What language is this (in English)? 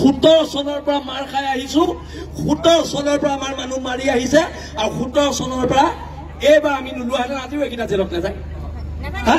Assamese